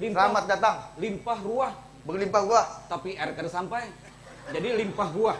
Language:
Banjar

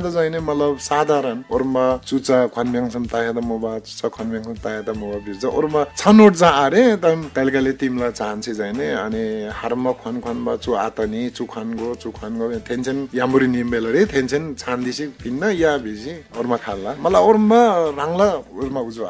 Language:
Eastern Tamang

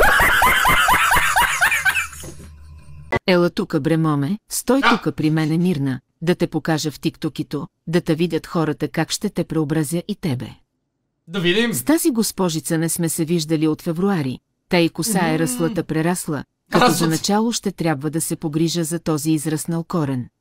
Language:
Bulgarian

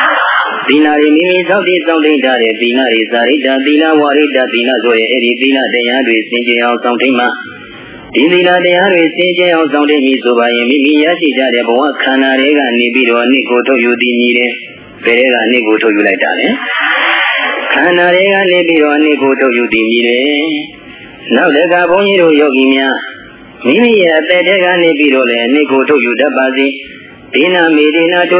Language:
Burmese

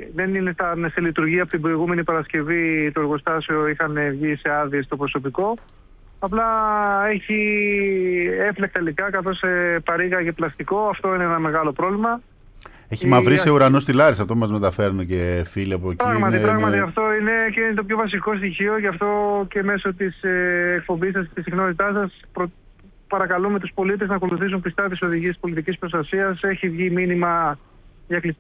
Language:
Greek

